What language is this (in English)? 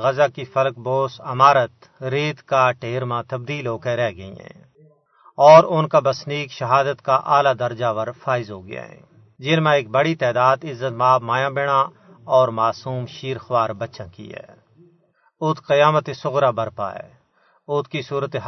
Gujari